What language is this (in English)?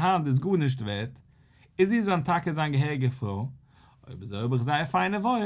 Yiddish